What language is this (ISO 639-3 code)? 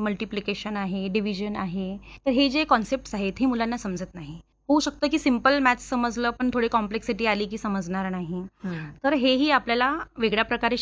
mar